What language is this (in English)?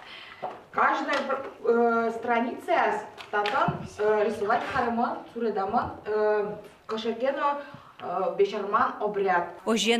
Udmurt